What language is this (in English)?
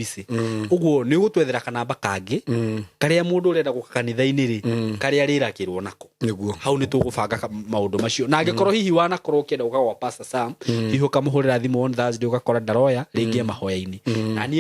Kikuyu